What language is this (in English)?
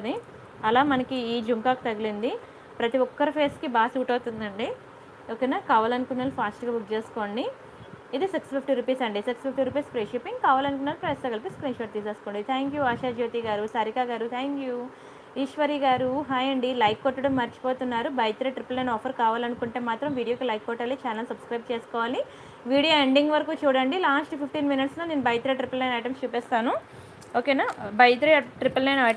Telugu